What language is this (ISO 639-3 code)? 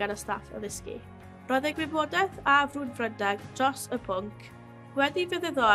cym